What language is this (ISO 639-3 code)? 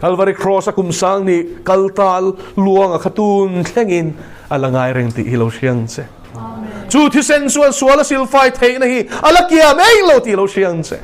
lus